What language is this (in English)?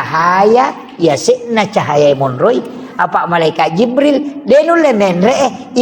Buginese